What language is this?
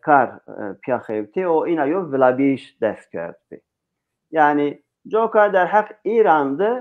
Zaza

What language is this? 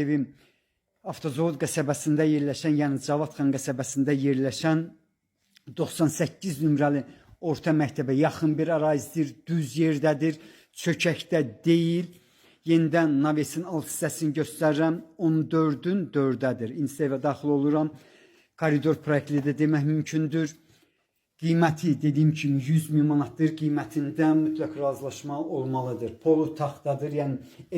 Azerbaijani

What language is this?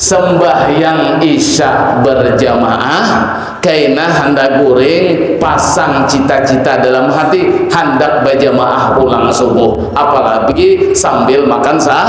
Banjar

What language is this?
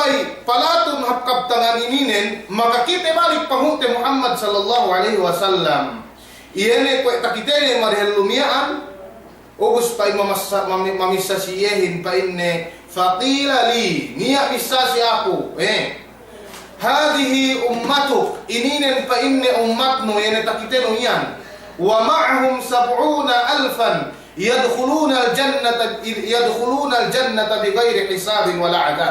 Yakan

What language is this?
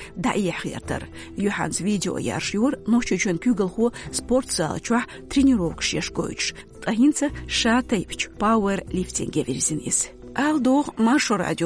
Chechen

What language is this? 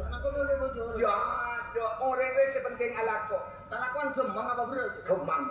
Madurese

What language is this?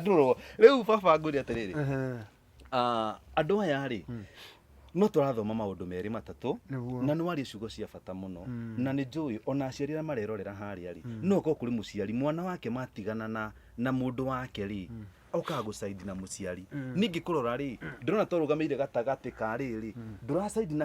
Kikuyu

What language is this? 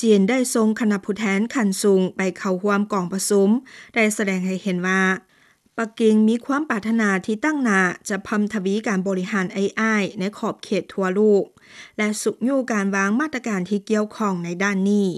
Lao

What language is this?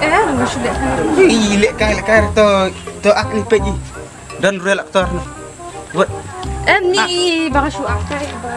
Khasi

